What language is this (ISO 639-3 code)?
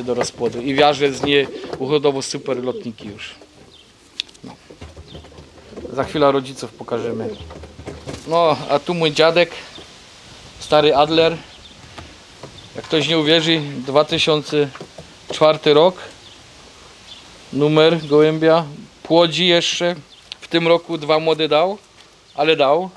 pol